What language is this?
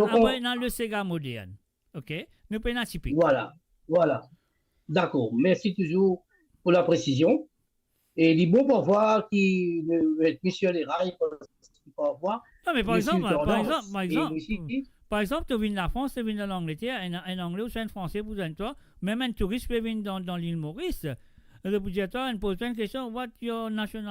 Morisyen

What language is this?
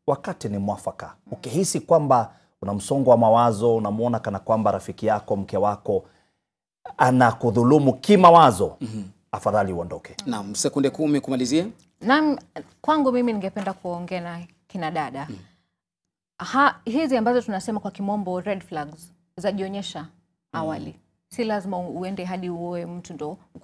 Swahili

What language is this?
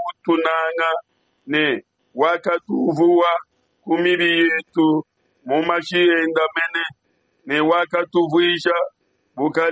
Luba-Lulua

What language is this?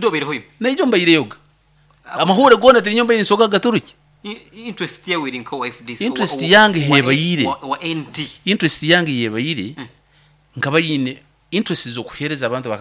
Nyoro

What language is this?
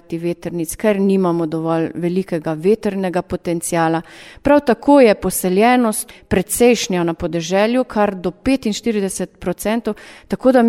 Slovenian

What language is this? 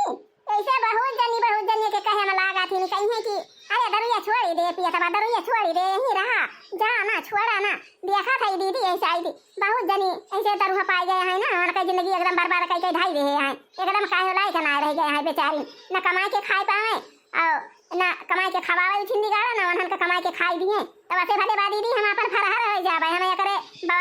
Awadhi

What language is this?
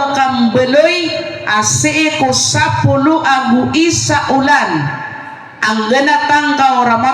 Maranao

